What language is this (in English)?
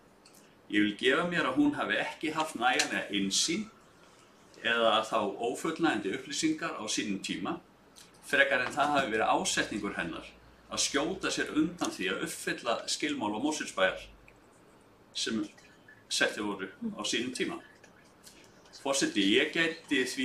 Icelandic